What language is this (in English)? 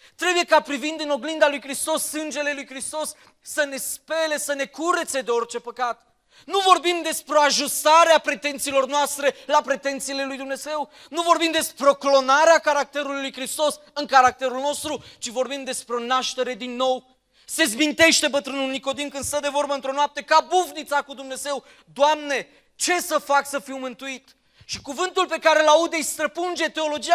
Romanian